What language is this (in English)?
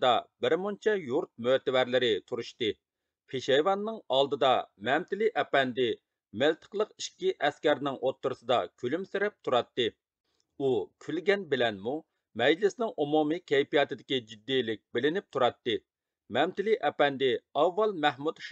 Uyghur